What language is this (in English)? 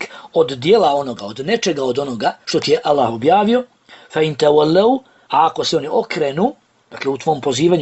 Bosnian